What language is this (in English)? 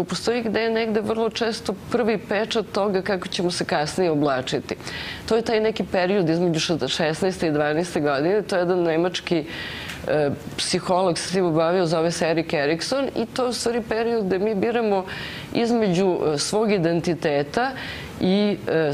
Serbian